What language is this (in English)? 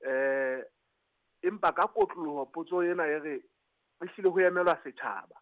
Southern Sotho